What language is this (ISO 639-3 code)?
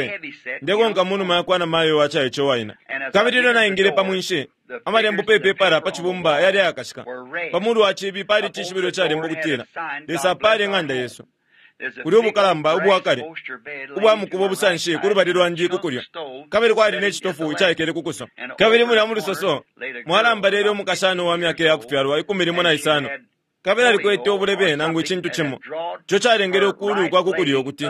bem